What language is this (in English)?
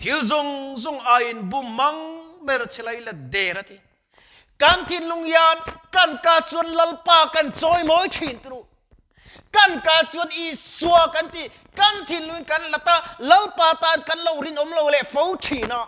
Mizo